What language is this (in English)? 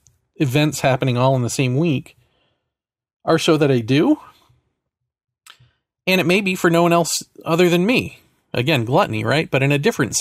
English